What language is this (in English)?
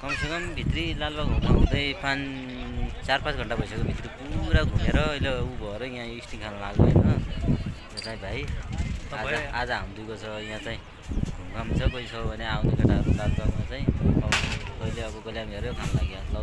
Nepali